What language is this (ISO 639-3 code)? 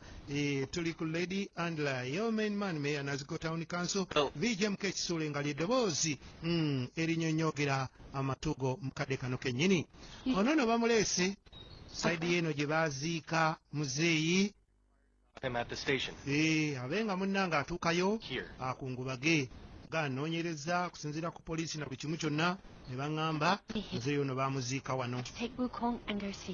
lug